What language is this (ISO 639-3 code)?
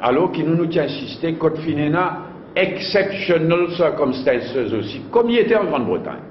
mfe